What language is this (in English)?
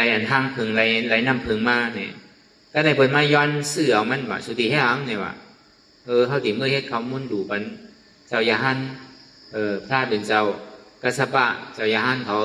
Shan